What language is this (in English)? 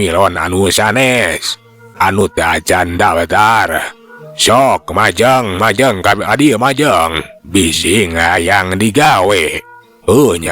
Sundanese